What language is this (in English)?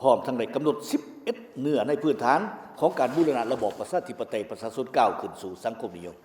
Lao